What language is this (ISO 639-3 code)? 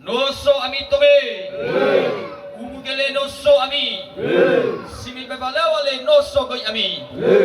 nia